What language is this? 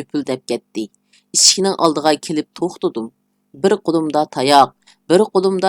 Uyghur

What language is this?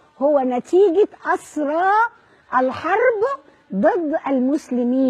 Arabic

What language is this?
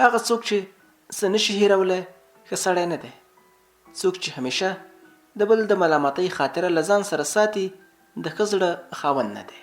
Pashto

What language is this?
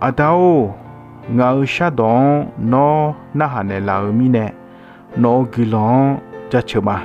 Akha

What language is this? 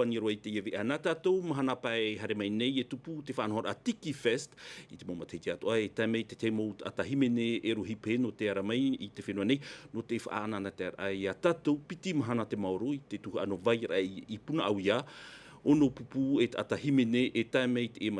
Tahitian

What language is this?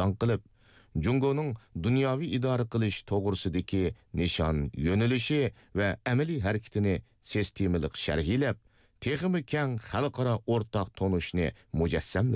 Uyghur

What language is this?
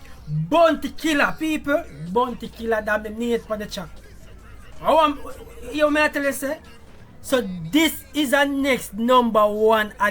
Jamaican Creole English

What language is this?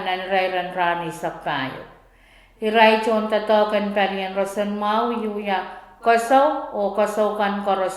Pohnpeian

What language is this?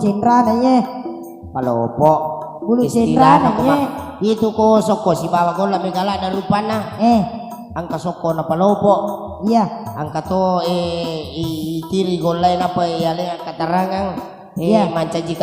Buginese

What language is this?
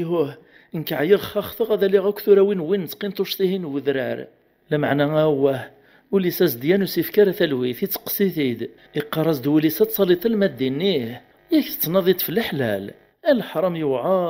Kabyle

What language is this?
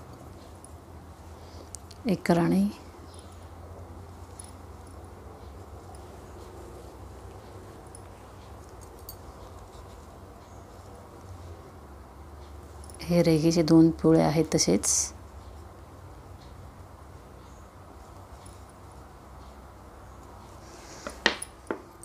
Marathi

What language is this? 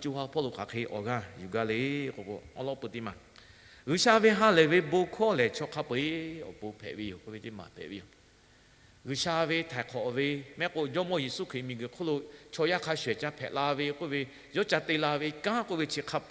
Lahu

